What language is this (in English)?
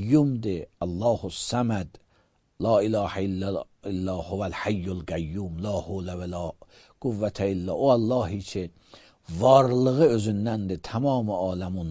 Azerbaijani